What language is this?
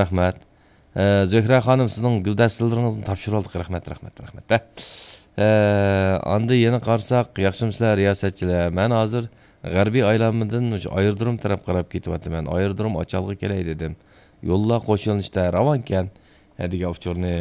Uyghur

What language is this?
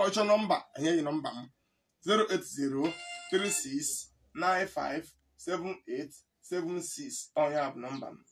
Igbo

